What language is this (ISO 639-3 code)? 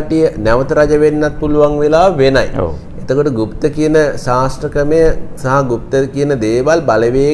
sin